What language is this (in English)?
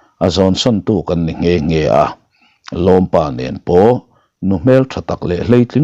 Mizo